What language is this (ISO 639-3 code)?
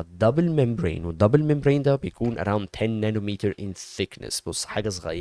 arz